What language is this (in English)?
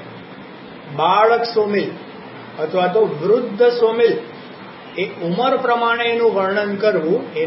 Gujarati